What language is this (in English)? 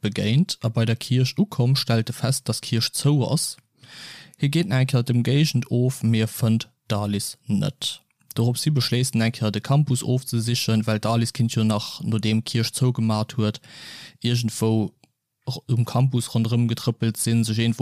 Luxembourgish